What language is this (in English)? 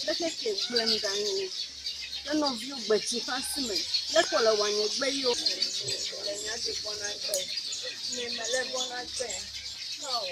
Ewe